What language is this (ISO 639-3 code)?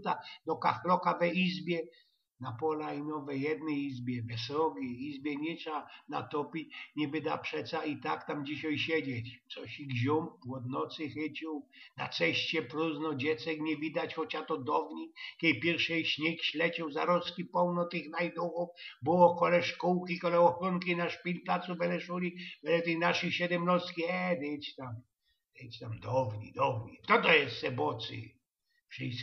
szl